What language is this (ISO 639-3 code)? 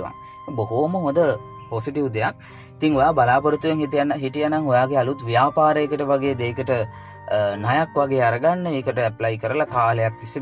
sin